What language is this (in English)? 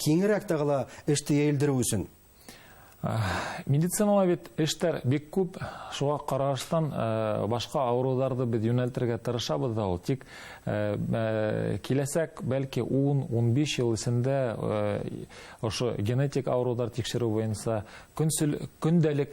Bashkir